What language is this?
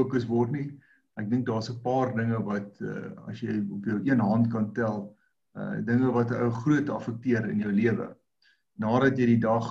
Afrikaans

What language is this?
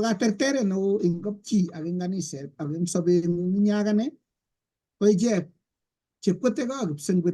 Kalenjin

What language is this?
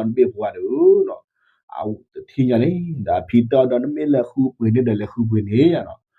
S'gaw Karen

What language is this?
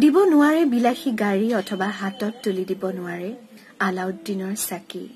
Assamese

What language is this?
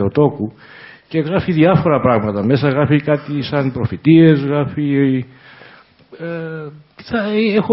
Greek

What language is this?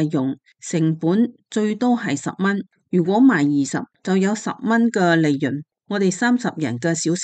Cantonese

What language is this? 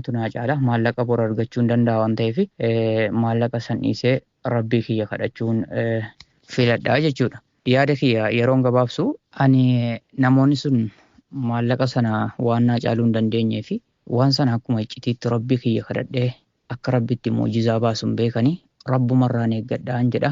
Oromo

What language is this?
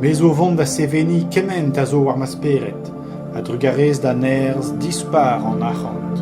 Breton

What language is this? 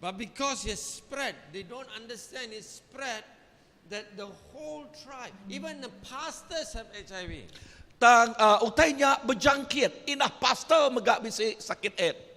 Iban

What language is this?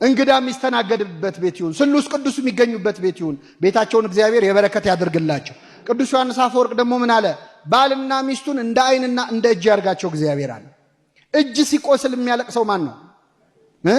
Amharic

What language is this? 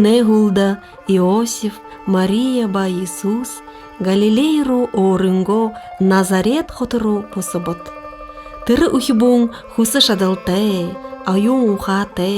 Buriat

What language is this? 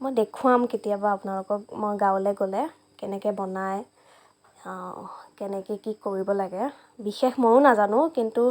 Assamese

